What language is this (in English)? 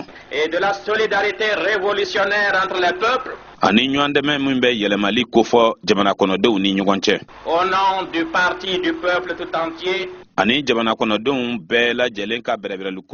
Bambara